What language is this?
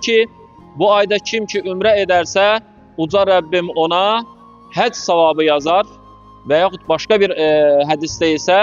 Azerbaijani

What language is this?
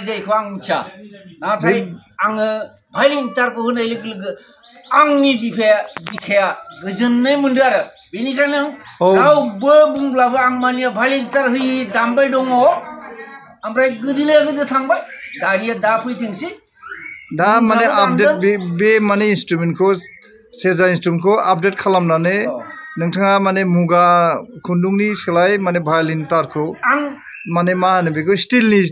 Bodo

